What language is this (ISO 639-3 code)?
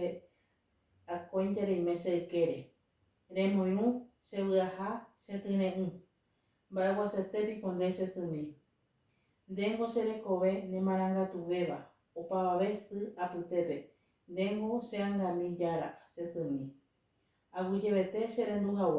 grn